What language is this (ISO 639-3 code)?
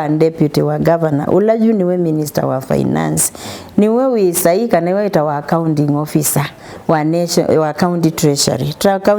kam